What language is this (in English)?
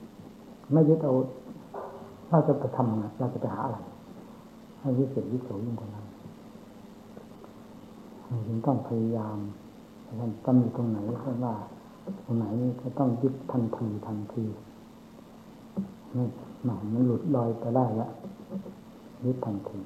Thai